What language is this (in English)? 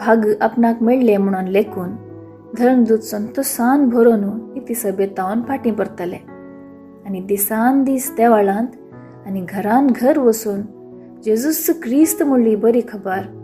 Konkani